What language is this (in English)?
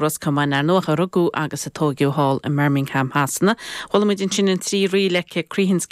Irish